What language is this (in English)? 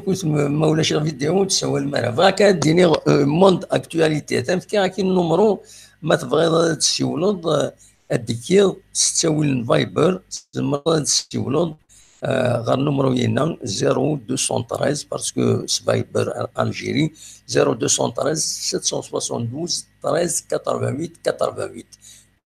Kabyle